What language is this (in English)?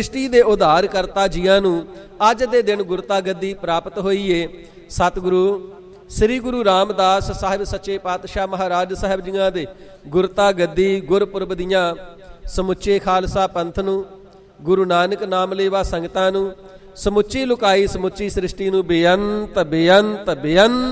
Punjabi